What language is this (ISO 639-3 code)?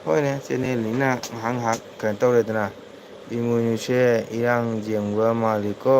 mni